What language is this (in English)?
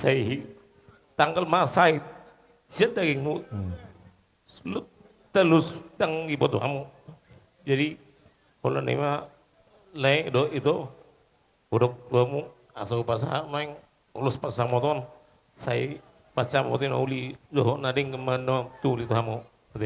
Batak Toba